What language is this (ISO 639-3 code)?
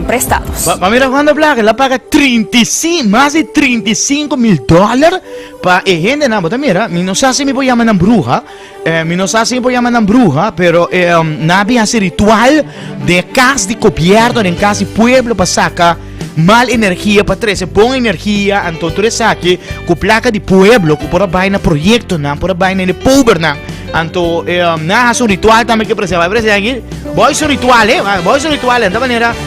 pap